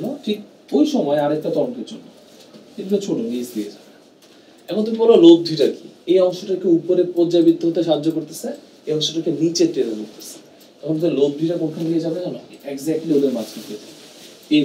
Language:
Bangla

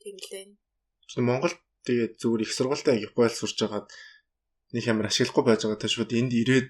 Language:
Mongolian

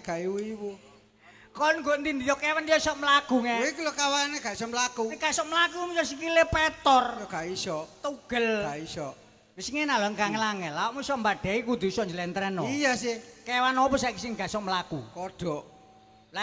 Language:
Javanese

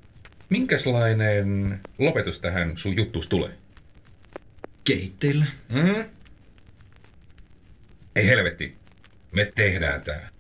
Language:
Finnish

